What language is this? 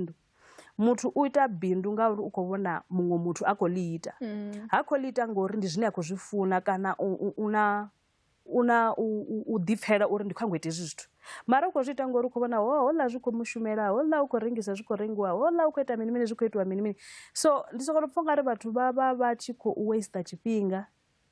Venda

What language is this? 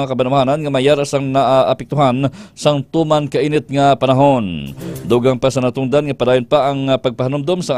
Hiligaynon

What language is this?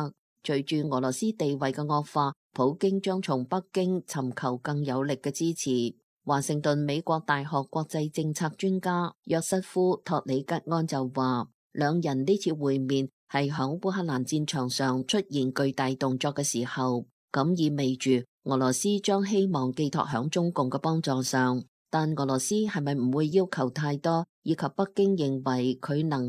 Cantonese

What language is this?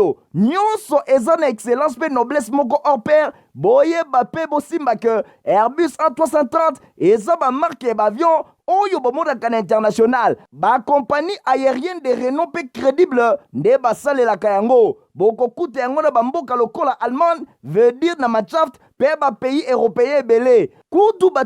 Lingala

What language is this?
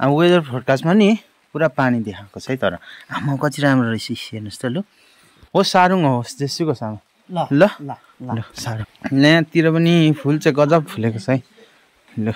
Nepali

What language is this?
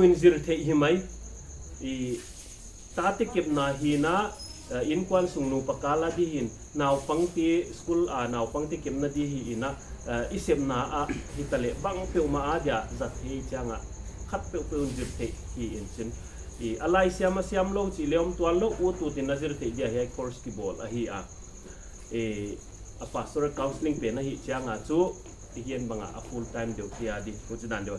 Paite Chin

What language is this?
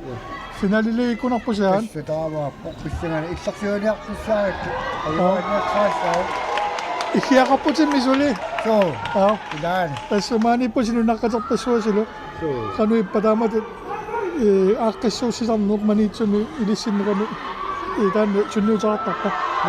Kalaallisut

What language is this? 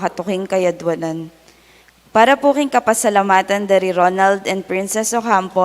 Pampanga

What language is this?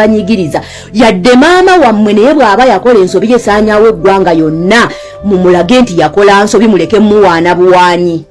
Ganda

